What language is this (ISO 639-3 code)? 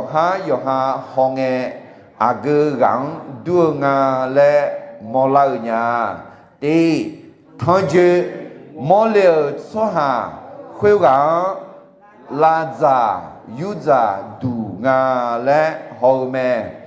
ahk